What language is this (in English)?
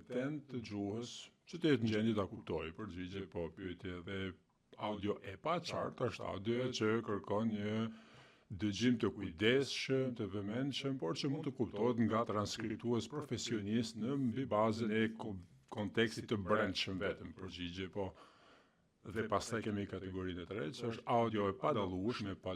Albanian